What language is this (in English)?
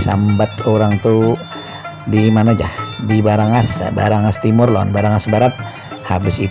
Banjar